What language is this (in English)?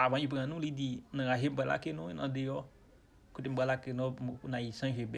Haitian Creole